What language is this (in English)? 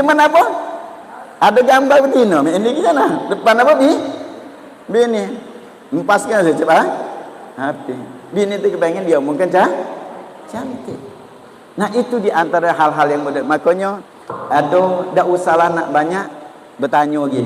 Musi